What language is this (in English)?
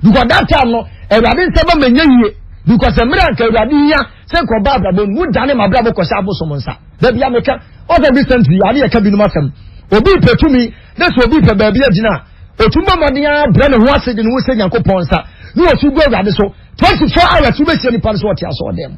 Akan